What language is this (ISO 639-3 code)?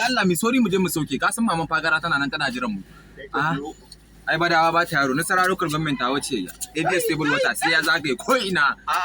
hau